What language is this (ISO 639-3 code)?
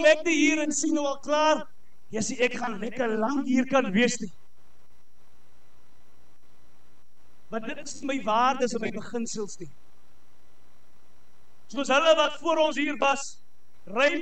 afr